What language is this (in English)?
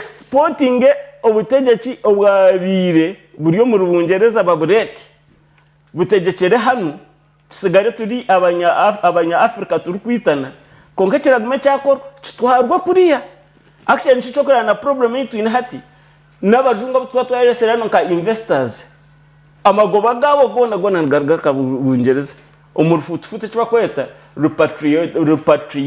Nyankole